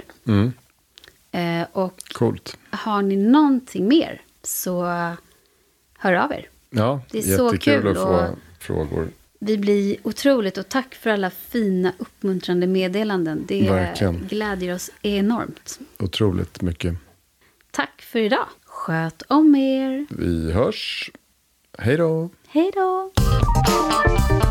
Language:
Swedish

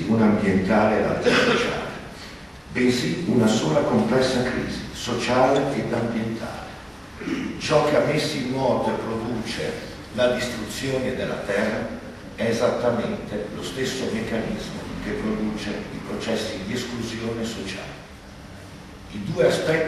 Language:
Italian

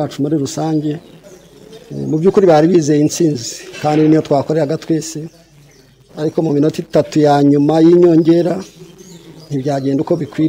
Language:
Kinyarwanda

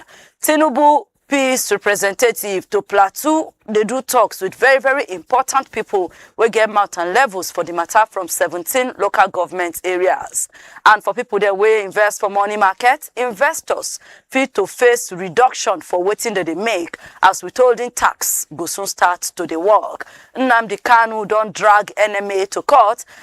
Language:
Nigerian Pidgin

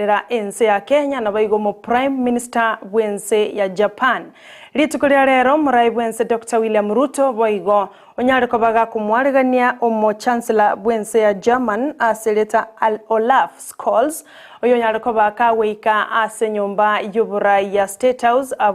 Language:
Gusii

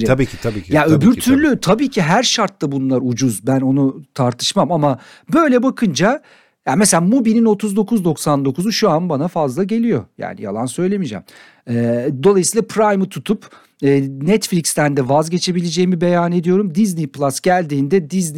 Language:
Turkish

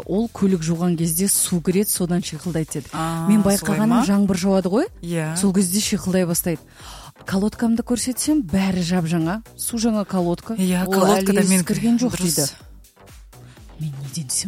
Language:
Kazakh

